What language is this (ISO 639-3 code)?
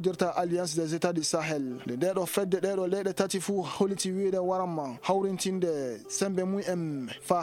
ful